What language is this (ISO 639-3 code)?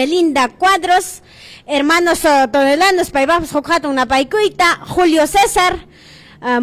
quy